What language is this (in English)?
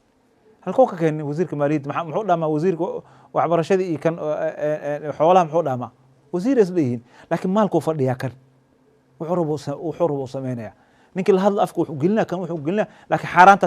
Somali